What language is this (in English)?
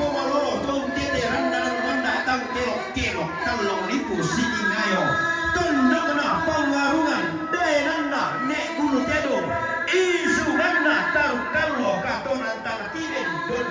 Toraja-Sa'dan